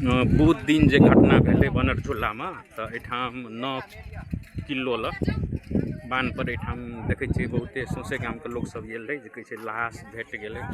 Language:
Maithili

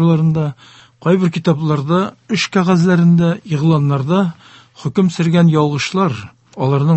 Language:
Tatar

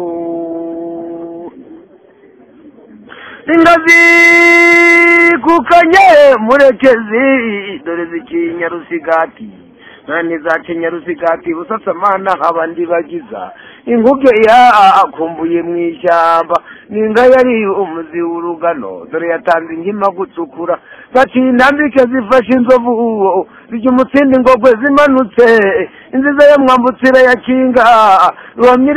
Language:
Kinyarwanda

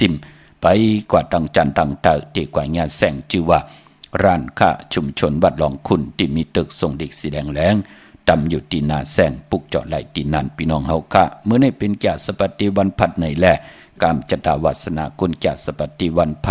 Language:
Shan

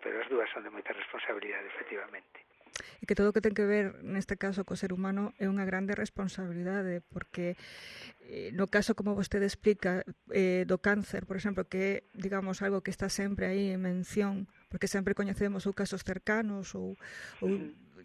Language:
Galician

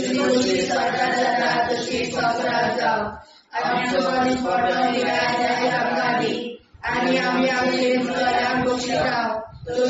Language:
Konkani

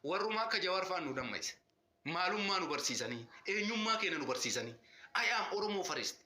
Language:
Oromo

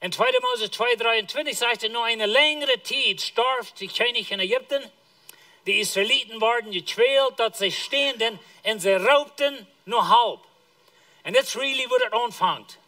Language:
Plautdietsch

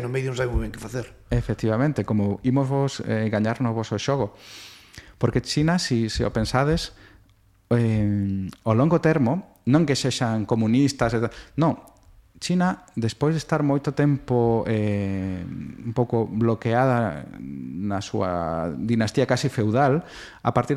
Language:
Galician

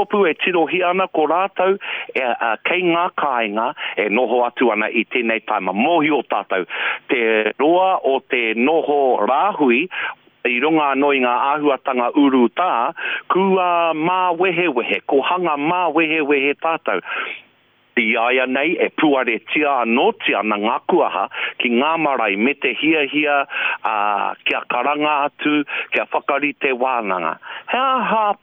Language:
Māori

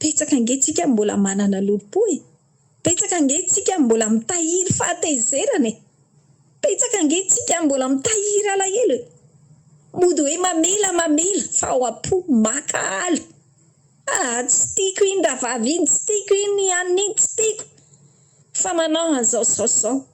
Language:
Malagasy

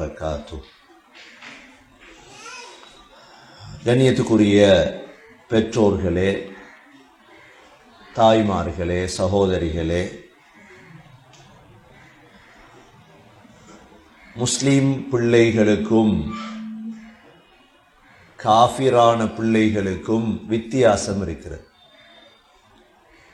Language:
Tamil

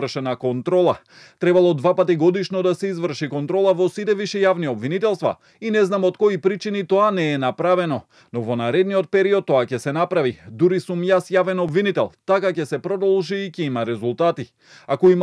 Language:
Macedonian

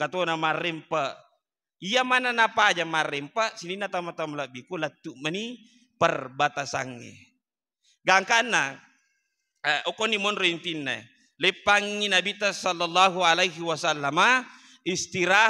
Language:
Buginese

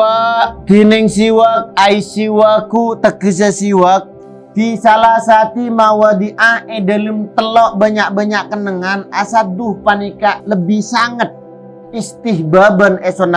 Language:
Madurese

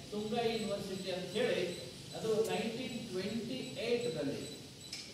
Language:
Kannada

